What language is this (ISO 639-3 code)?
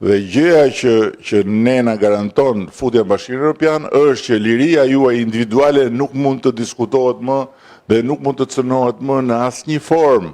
sqi